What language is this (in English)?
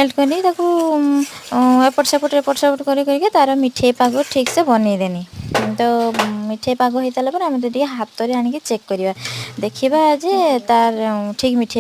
Odia